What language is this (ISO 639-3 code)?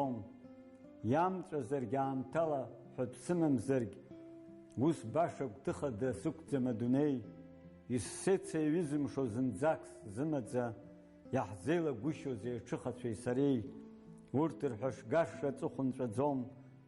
abk